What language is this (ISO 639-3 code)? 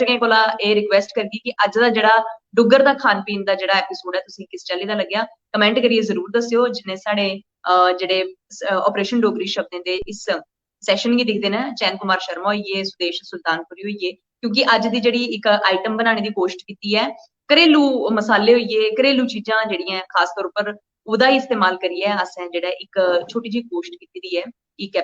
doi